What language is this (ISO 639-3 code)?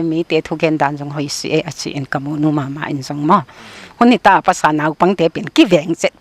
pck